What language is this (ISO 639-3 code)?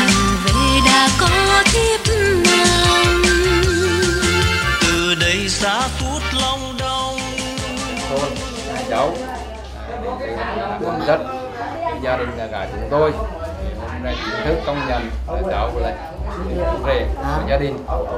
vie